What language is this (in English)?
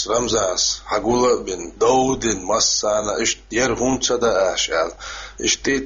Chechen